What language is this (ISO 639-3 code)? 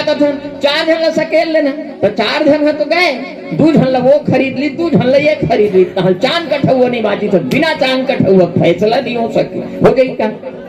hne